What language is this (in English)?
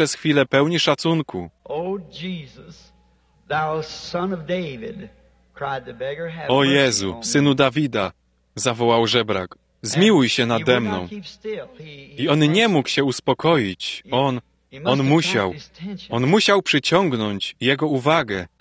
Polish